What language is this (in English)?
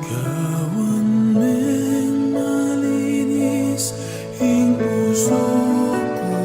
Pampanga